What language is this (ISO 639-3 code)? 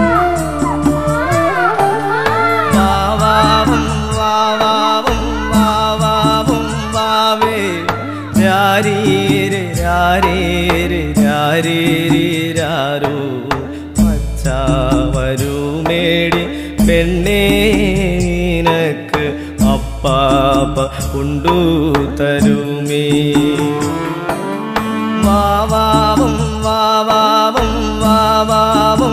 mal